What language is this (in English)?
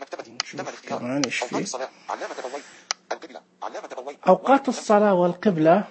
Najdi Arabic